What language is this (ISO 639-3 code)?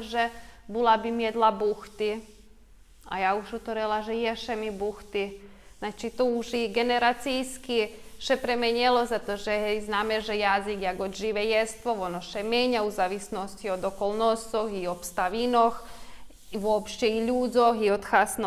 rue